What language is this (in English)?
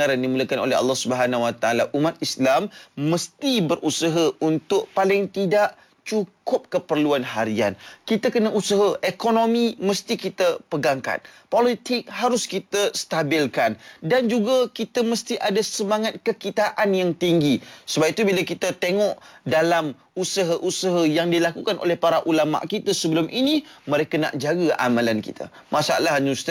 Malay